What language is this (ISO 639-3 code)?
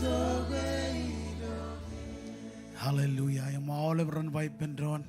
mah